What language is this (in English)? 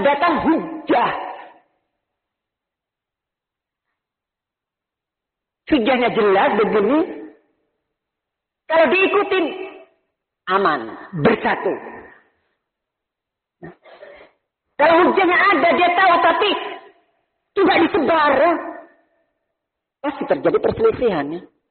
Indonesian